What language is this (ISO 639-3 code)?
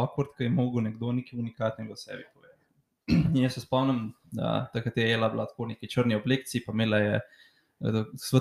slv